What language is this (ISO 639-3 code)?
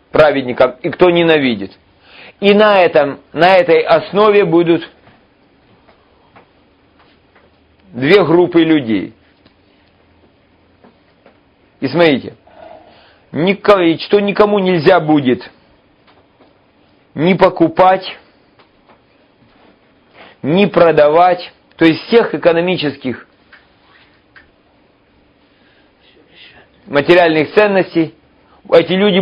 rus